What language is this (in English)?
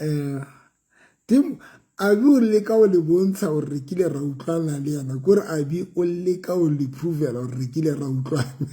Southern Sotho